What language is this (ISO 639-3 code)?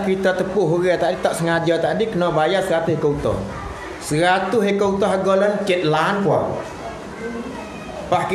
msa